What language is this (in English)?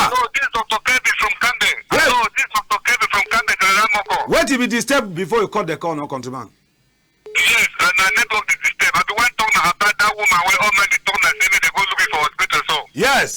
Cameroon Pidgin